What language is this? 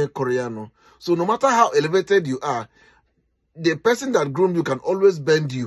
Igbo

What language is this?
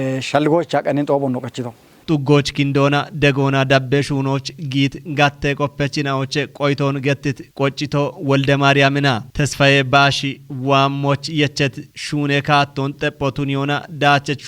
Kafa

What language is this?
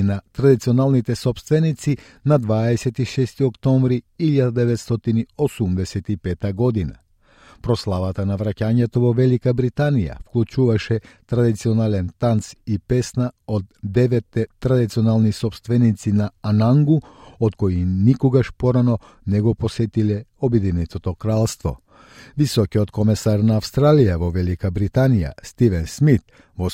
Macedonian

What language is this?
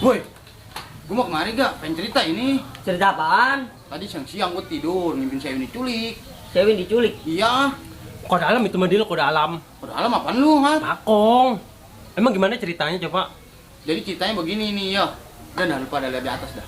Betawi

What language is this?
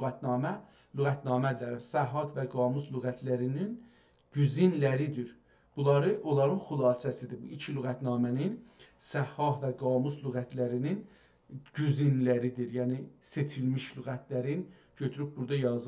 South Azerbaijani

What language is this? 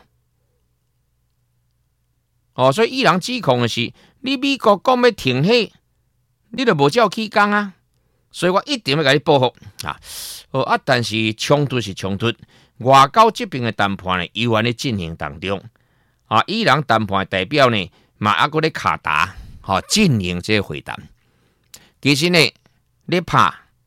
Min Nan Chinese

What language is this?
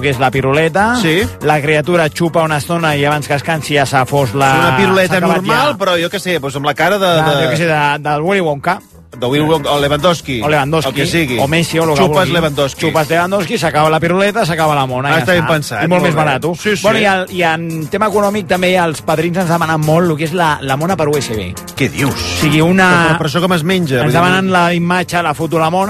Catalan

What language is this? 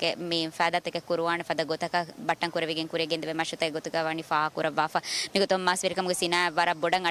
Divehi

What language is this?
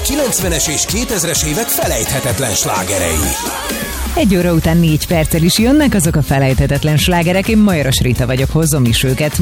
Hungarian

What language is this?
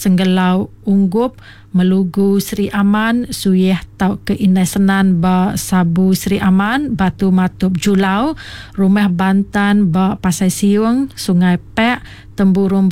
Iban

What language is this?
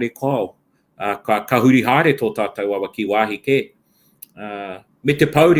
Māori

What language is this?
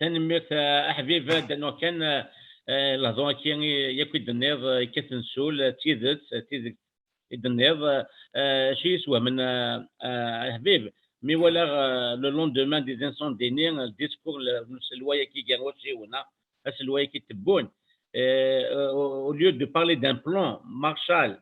Kabyle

